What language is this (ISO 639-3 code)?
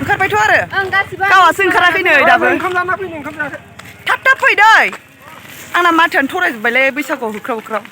brx